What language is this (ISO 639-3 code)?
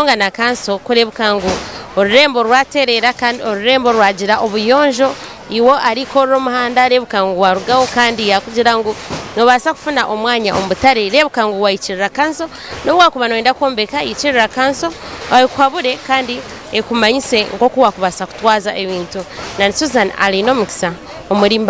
nyn